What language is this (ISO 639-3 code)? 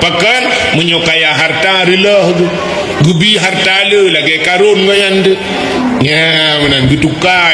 ace